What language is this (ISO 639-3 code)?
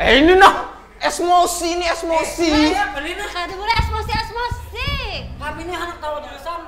bjn